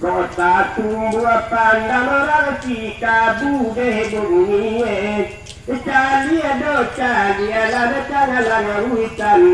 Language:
Minangkabau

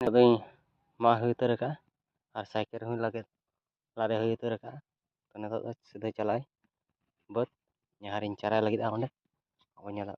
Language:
Santali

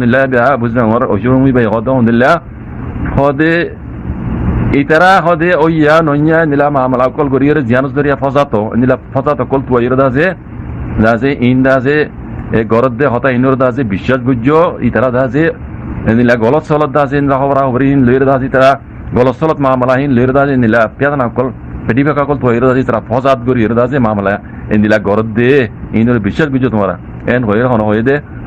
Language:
Rohingya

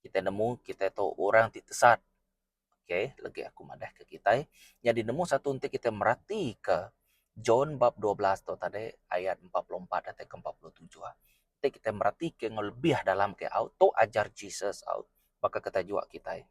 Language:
Iban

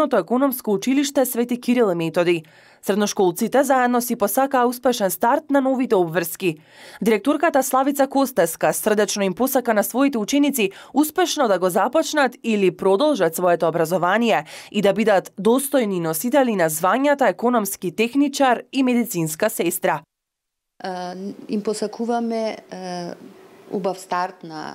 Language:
Macedonian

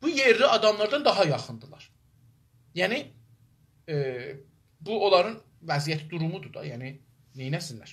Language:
South Azerbaijani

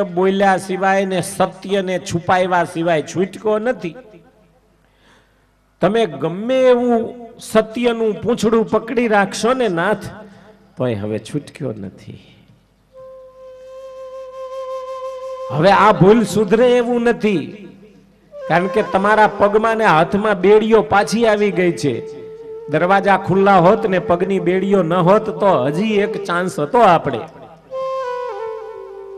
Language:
Gujarati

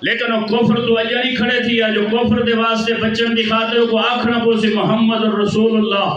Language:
Saraiki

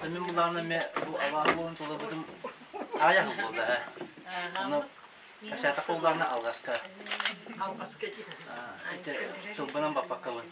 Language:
Yakut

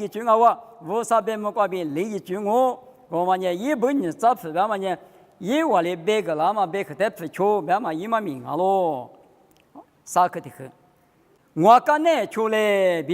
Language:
Lisu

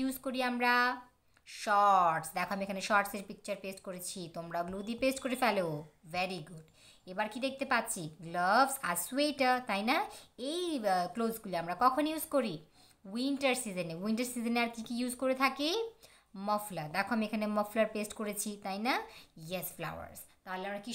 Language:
Bangla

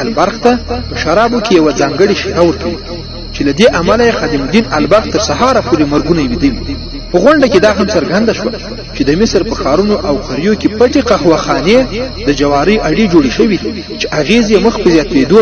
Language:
Pashto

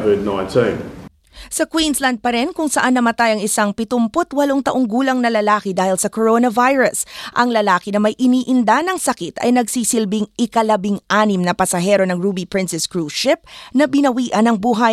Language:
Filipino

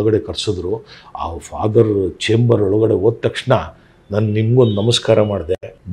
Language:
Kannada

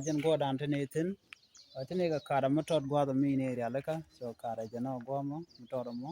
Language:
Nuer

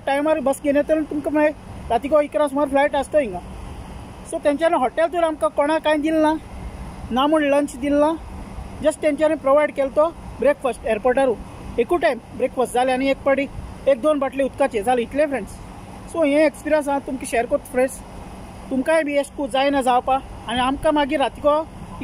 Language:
Konkani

